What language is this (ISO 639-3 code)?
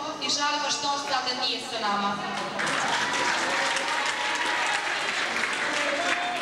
srp